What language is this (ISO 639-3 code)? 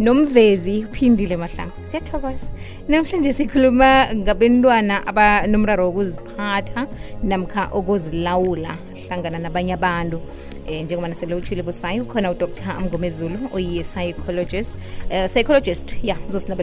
nbl